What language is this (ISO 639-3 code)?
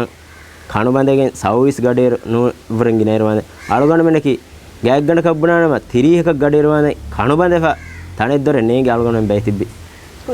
div